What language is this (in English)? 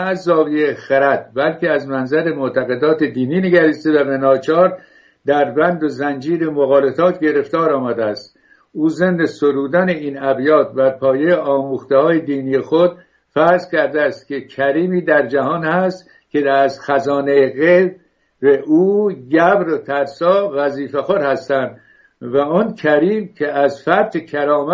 Persian